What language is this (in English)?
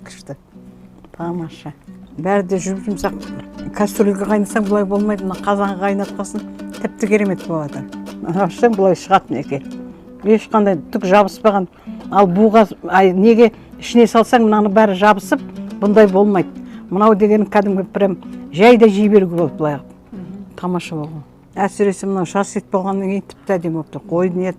Kazakh